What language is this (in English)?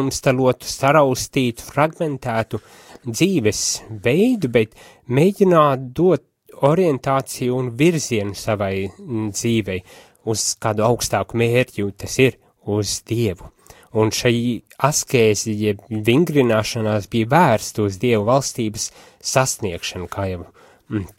Latvian